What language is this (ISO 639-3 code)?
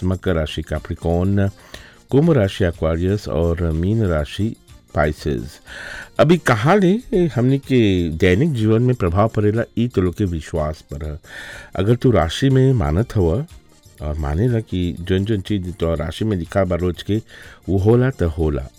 bho